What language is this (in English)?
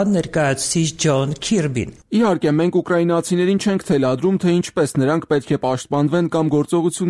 Armenian